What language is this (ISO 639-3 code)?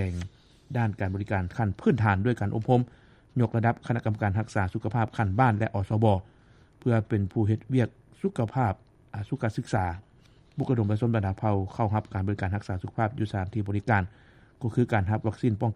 lao